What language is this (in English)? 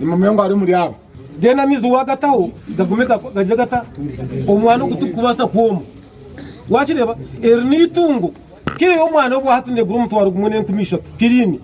Nyankole